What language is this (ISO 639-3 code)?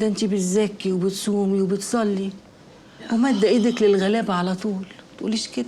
arz